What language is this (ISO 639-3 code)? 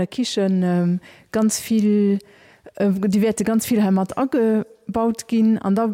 ltz